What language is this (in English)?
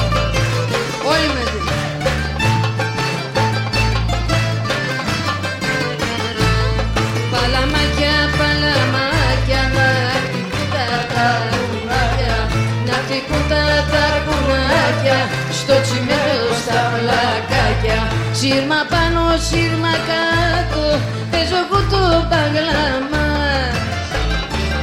Greek